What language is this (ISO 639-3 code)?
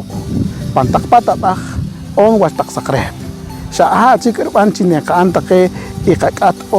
poh